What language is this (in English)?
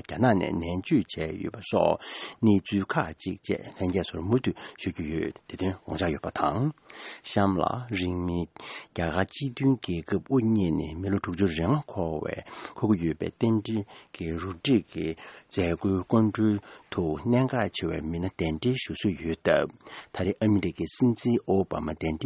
Tibetan